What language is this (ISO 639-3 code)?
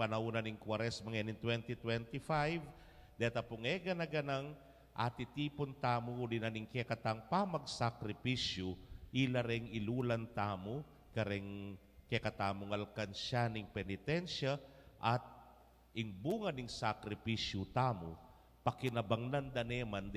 pam